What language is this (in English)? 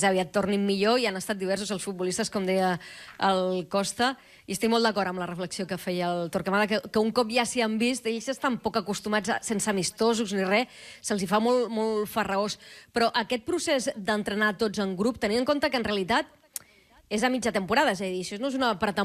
Catalan